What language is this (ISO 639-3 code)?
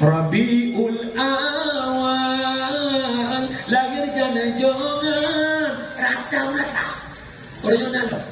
ace